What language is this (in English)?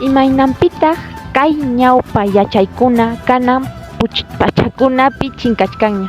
Ayacucho Quechua